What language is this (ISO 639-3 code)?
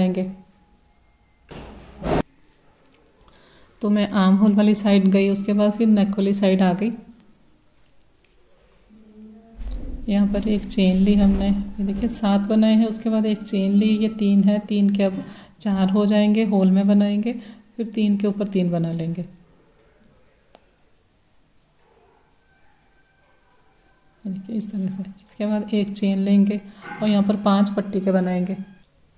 hin